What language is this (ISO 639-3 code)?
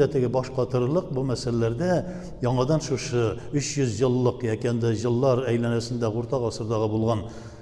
tat